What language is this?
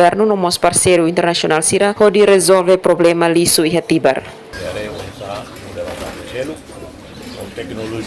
Tetum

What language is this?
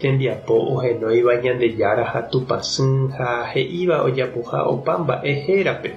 Guarani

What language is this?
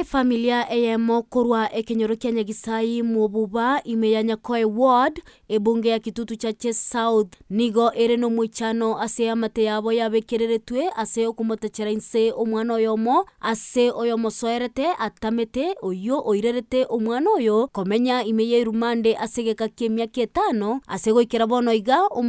Gusii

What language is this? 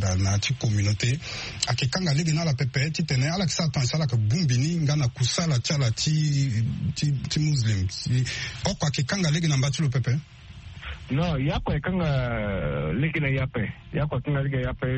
Sango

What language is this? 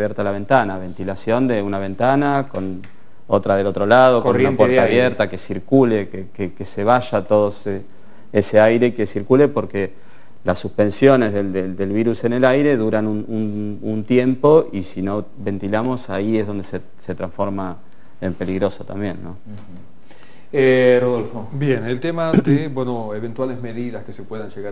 Spanish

